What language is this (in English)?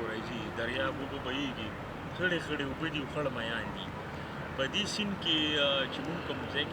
Pashto